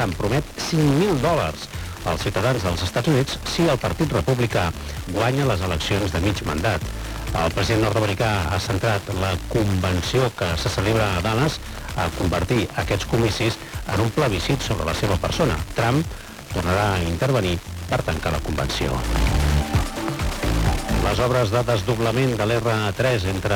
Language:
Catalan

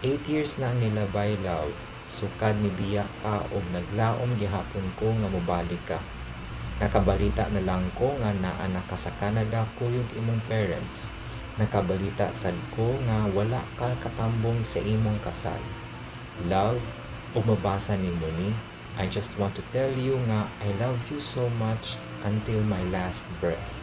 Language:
Cebuano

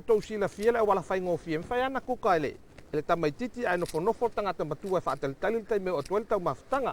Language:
Samoan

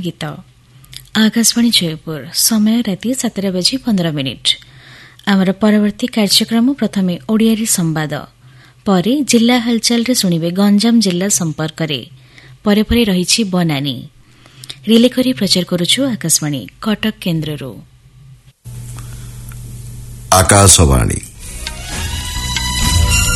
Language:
Odia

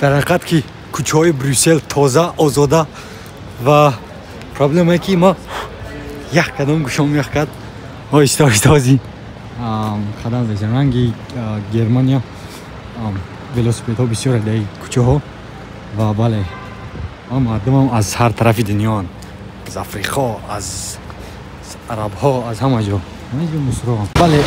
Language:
Tajik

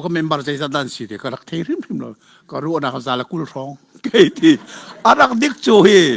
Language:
Hakha Chin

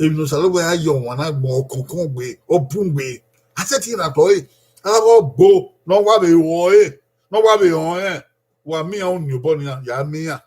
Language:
Bini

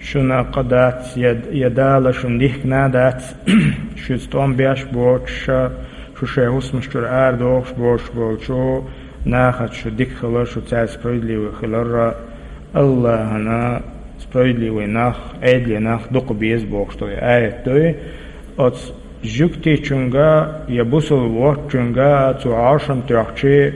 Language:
Chechen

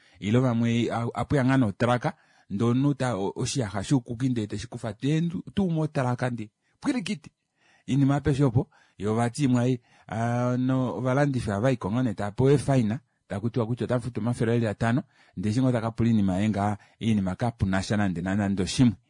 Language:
Kuanyama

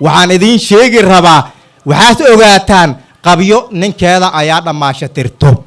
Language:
Somali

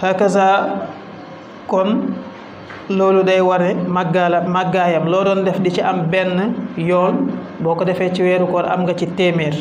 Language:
Wolof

